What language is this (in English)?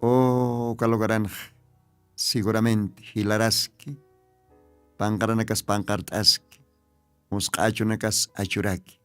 Aymara